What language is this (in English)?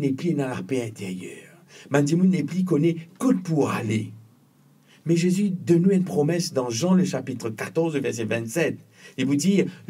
Morisyen